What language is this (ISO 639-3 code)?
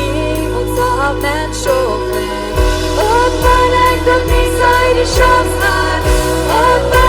pdt